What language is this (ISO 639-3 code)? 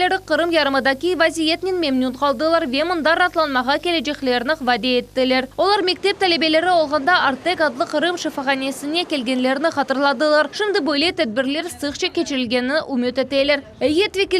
crh